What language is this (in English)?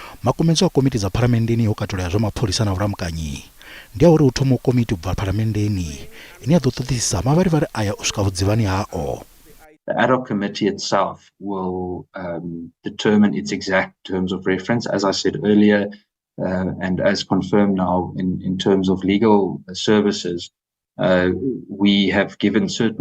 Venda